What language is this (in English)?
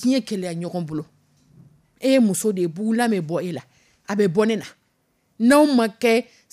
Dyula